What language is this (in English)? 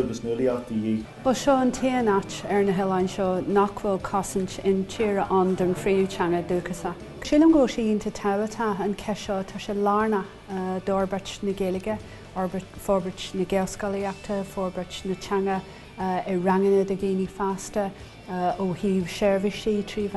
Irish